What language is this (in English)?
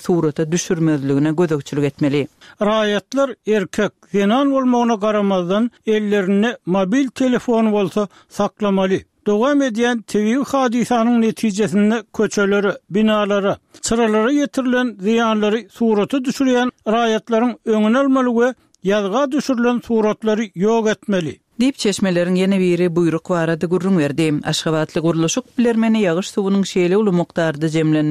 Turkmen